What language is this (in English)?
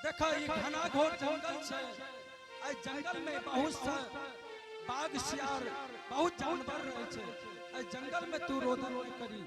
Angika